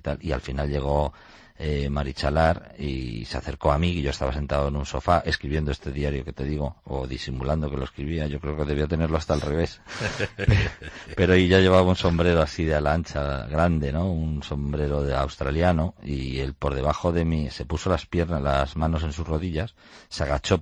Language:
Spanish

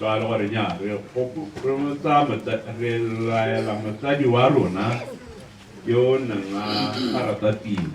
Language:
Tswana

